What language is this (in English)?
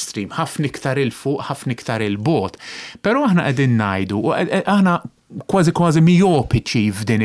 Maltese